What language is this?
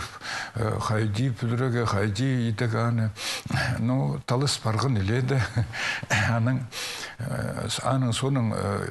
Khakas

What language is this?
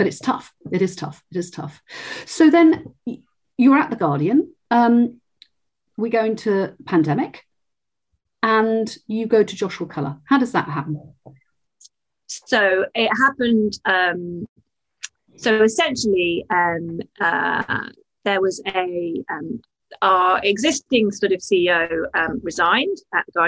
English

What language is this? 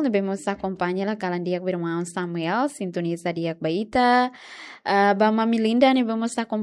Tetum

